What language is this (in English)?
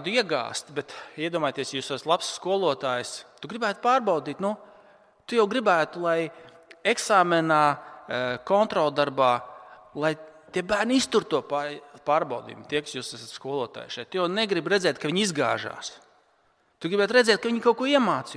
Latvian